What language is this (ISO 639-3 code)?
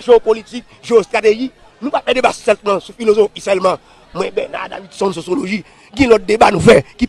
hat